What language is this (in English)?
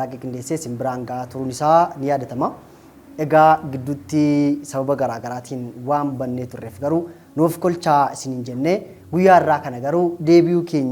Oromo